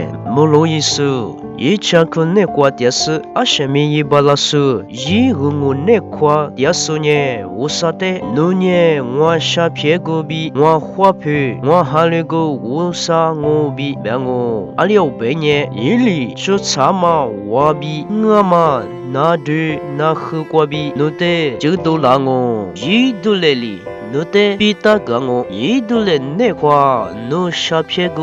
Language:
Lisu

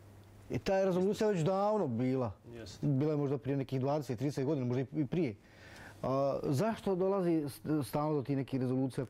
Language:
Bosnian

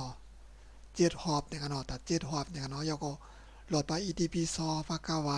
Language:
Shan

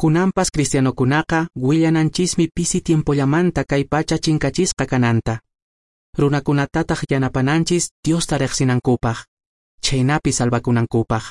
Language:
Quechua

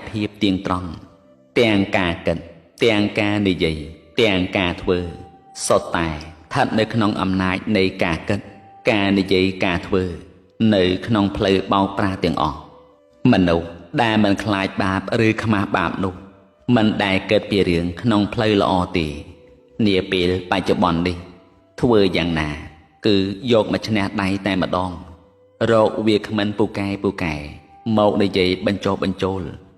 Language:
Khmer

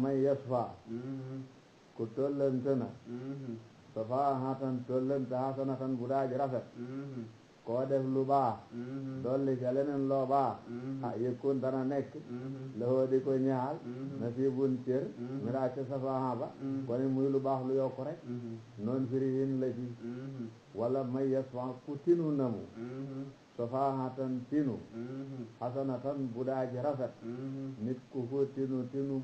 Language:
Wolof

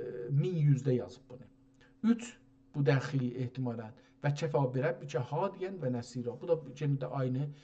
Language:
South Azerbaijani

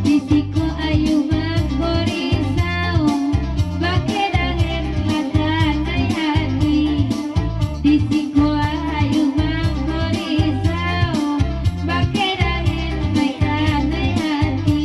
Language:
Minangkabau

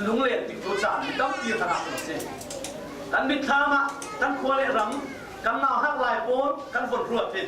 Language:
Falam Chin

